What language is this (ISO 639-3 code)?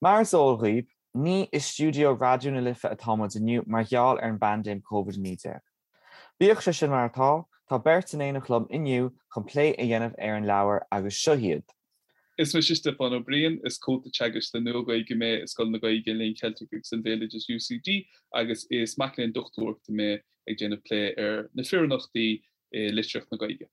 gle